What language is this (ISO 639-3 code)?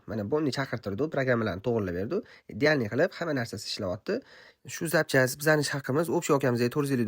uzb